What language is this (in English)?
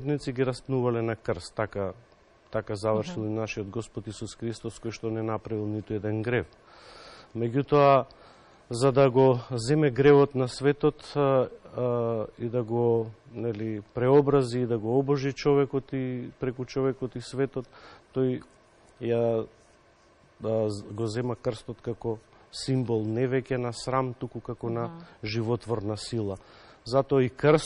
Macedonian